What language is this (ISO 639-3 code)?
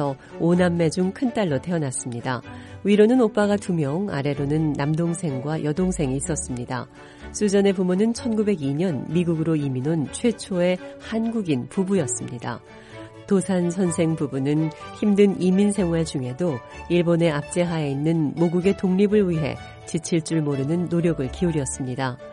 kor